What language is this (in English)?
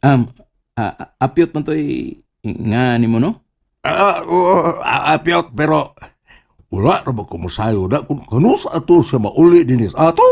Cebuano